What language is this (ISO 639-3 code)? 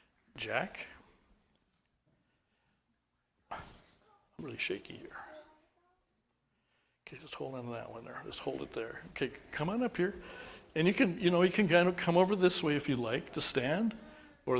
eng